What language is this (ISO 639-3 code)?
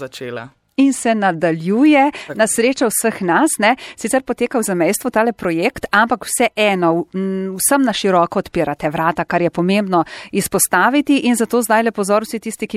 slv